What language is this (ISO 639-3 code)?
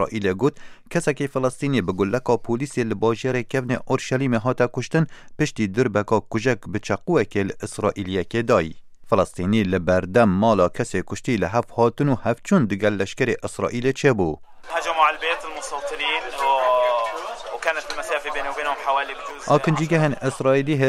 ckb